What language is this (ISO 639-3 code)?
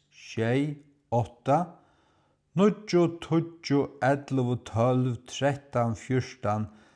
fao